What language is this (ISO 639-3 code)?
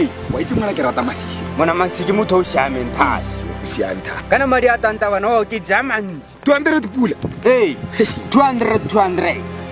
tsn